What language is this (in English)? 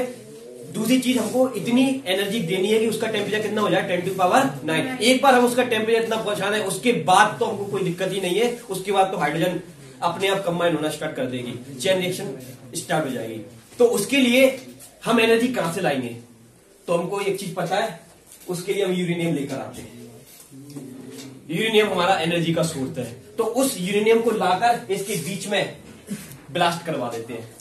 Hindi